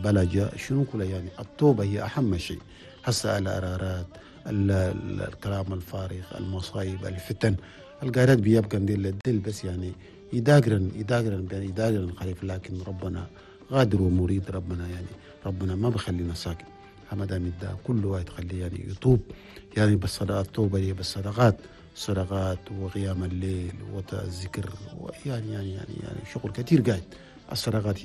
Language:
Chadian Arabic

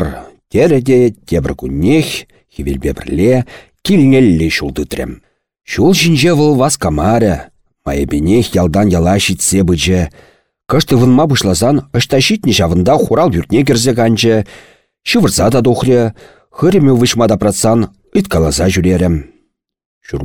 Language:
Chuvash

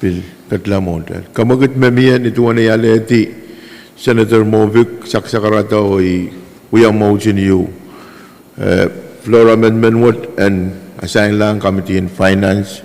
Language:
Pohnpeian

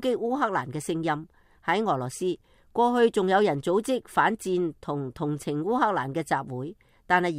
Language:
Cantonese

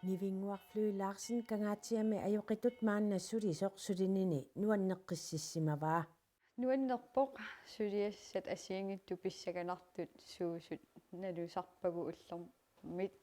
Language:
Kalaallisut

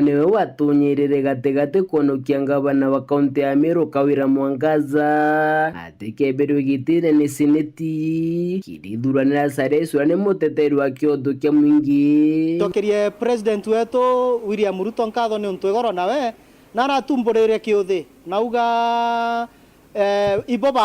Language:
Meru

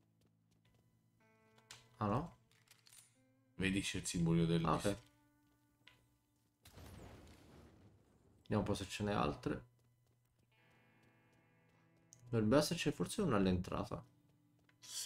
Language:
Italian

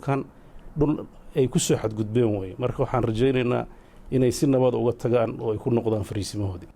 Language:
Somali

